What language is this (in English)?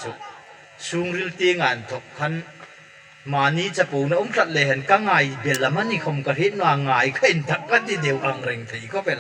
Hmar